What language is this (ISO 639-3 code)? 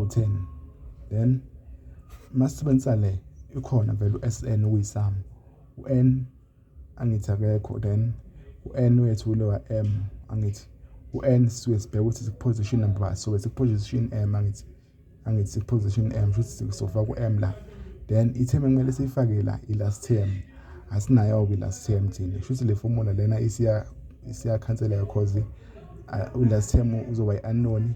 zul